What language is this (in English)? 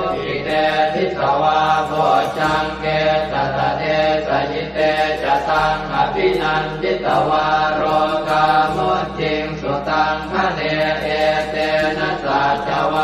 Pali